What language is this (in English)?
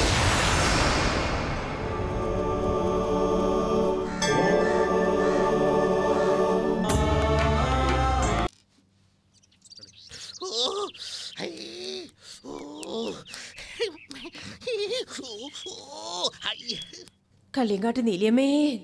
Malayalam